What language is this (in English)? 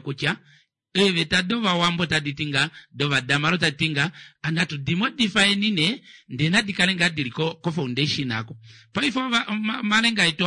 Kuanyama